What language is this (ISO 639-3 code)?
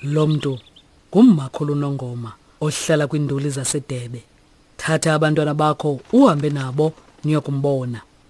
xho